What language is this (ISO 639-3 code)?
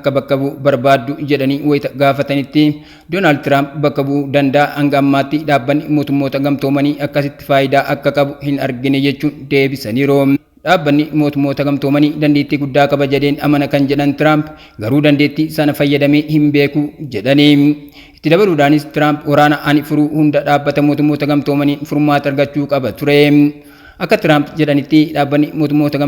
orm